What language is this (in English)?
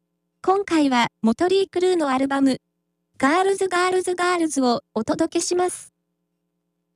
Japanese